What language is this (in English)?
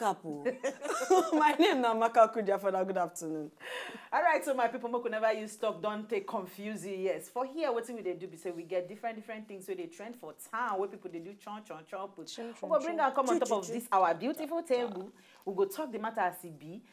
Nigerian Pidgin